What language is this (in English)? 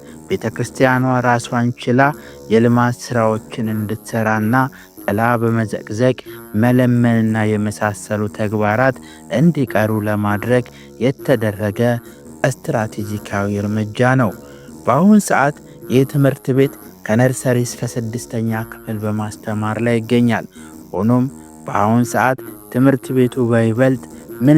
Amharic